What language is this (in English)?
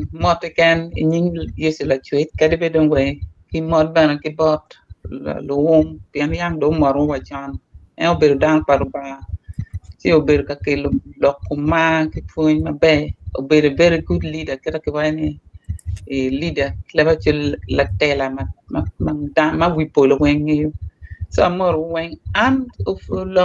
Acoli